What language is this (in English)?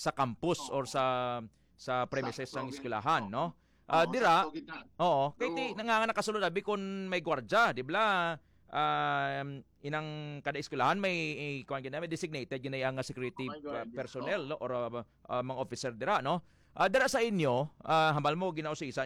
Hiligaynon